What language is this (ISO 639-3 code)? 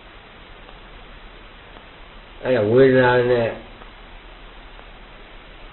mya